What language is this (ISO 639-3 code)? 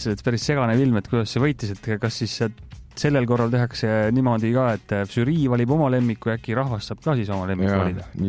est